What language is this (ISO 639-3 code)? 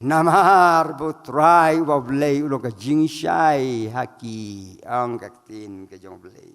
kha